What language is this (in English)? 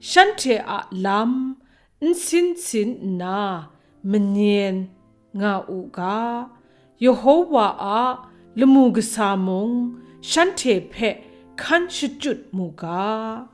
Kachin